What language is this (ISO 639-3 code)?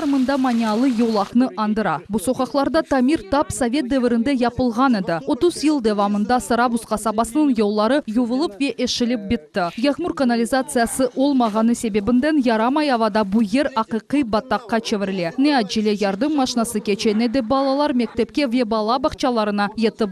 crh